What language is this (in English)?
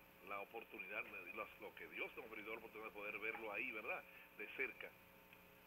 Spanish